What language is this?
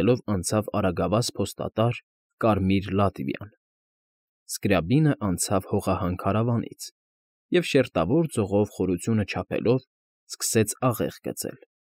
Armenian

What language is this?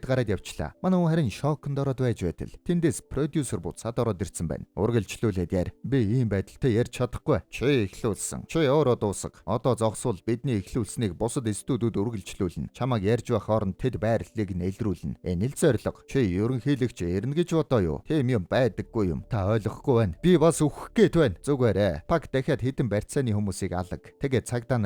Mongolian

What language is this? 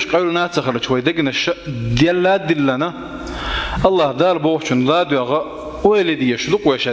Chechen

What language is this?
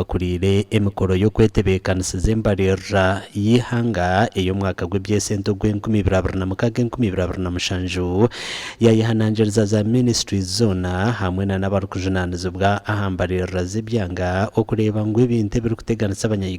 Nyankole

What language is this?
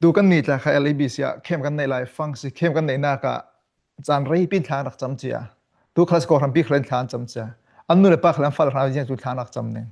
Falam Chin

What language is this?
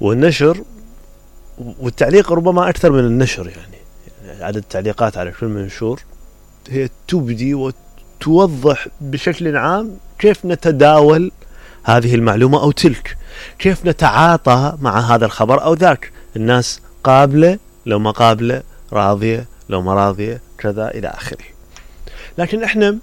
Mesopotamian Arabic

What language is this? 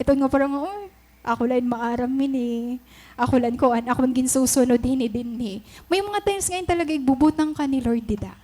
Waray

